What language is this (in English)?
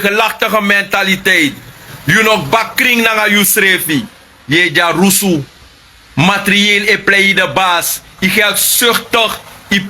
Sranan Tongo